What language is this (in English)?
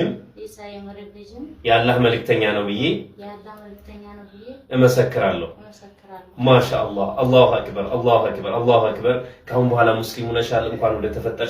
Amharic